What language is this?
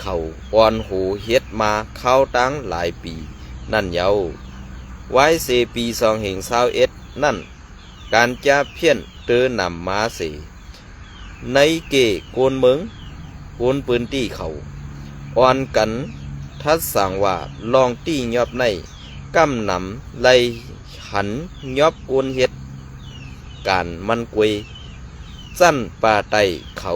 Shan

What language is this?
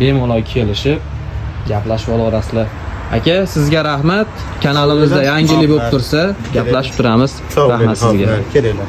Uzbek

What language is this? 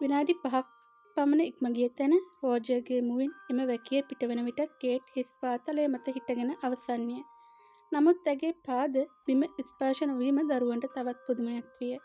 Sinhala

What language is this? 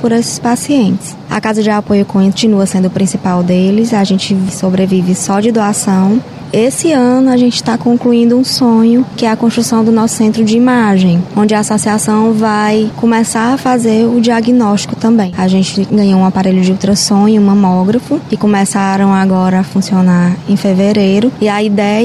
Portuguese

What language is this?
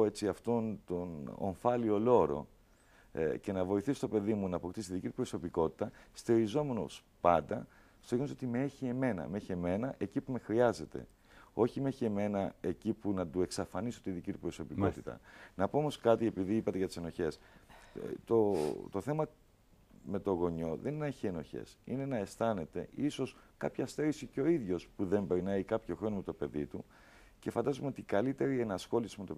Greek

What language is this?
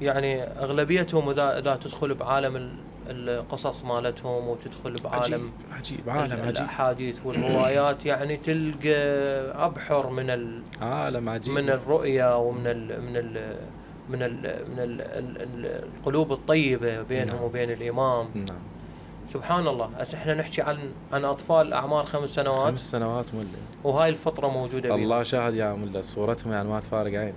Mesopotamian Arabic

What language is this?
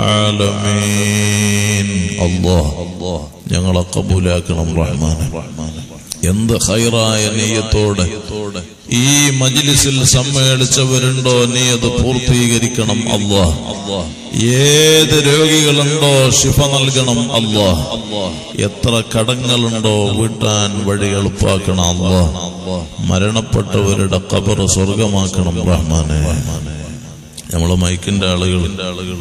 Malayalam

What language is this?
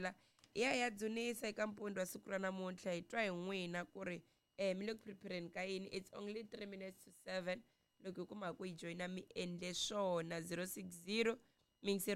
Tsonga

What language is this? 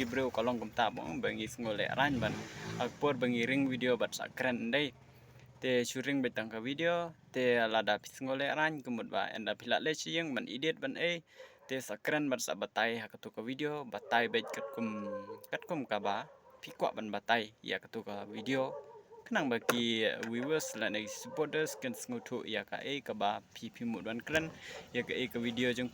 Khasi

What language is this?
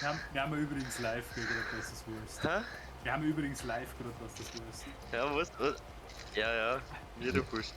Bavarian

